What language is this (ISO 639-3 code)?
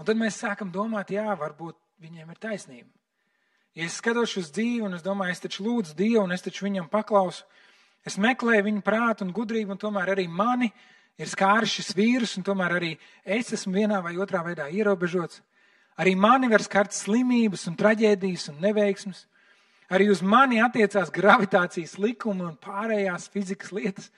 lav